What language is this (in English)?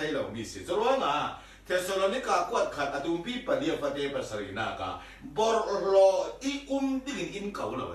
Falam Chin